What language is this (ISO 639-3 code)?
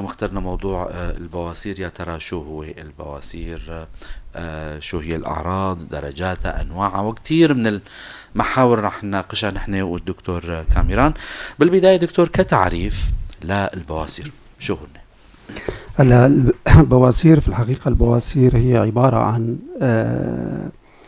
apc